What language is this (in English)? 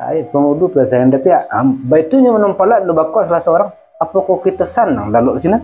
Minangkabau